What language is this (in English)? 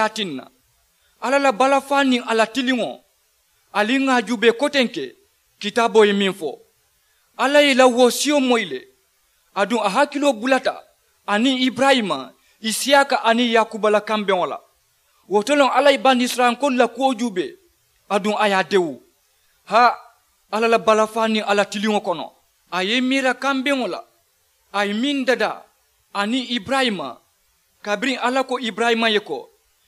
Mandingo